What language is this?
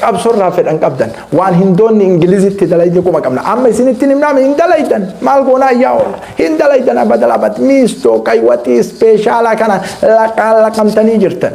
Oromo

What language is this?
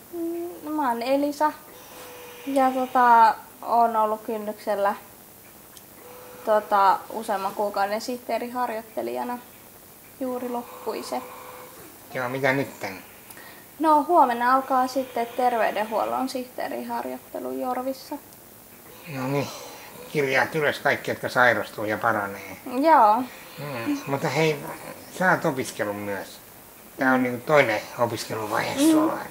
Finnish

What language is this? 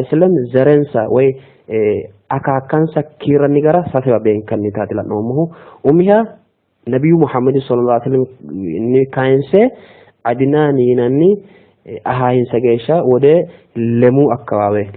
Sidamo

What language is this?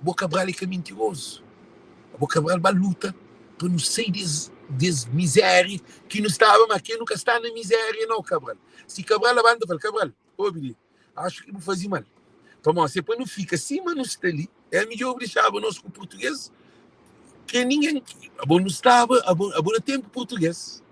Kabuverdianu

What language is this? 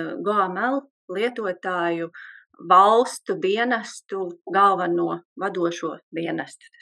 Latvian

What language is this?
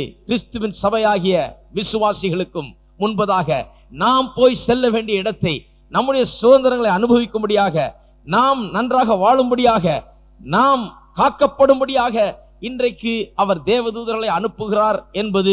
Tamil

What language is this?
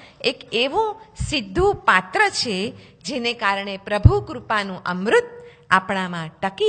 Gujarati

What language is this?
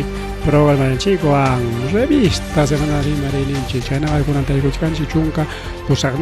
Ayacucho Quechua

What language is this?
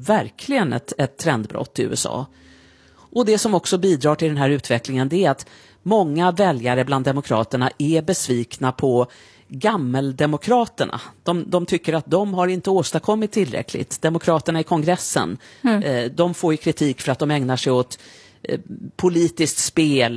Swedish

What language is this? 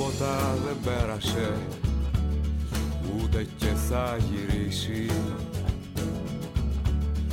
Greek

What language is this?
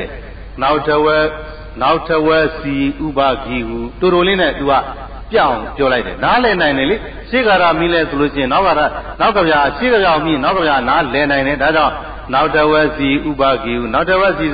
Burmese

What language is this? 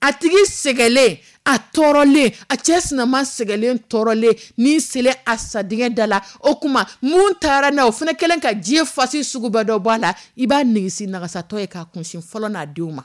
Dyula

